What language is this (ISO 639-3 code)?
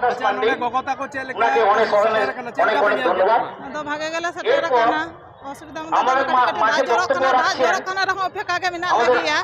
sat